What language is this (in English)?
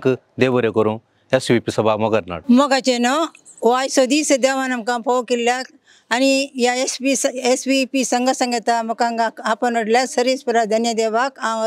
Konkani